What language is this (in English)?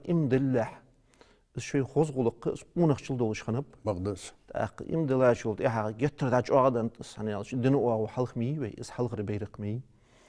Ingush